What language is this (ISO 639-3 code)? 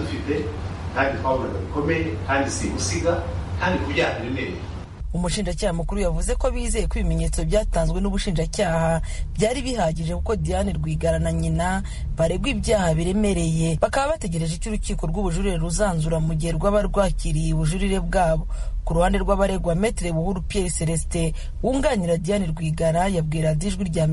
kin